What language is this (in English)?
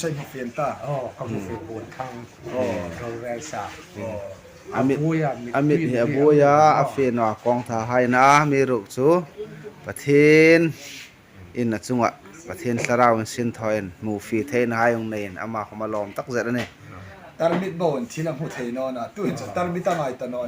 Hmar